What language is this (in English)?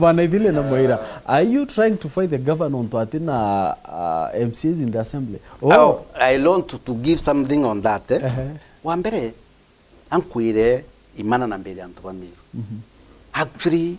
Meru